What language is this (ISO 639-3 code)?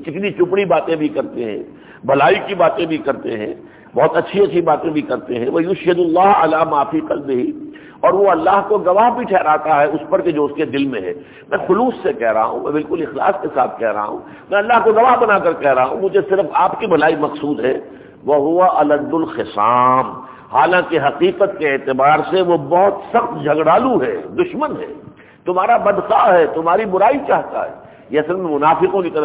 urd